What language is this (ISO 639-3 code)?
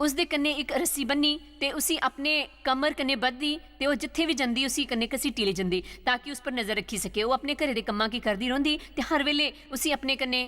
doi